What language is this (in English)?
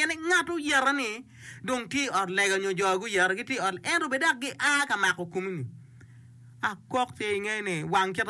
Acoli